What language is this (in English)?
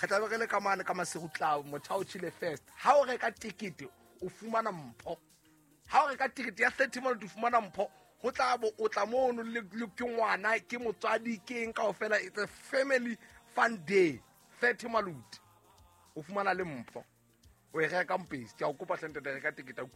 Southern Sotho